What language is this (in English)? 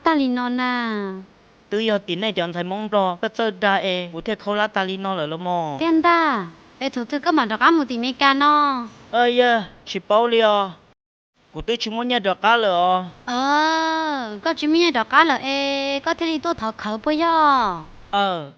Hmong